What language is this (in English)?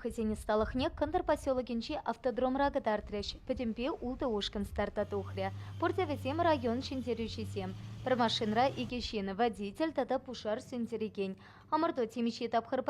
Chuvash